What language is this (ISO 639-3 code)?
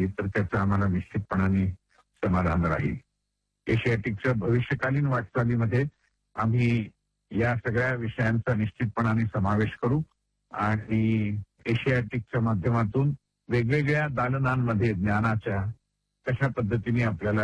mar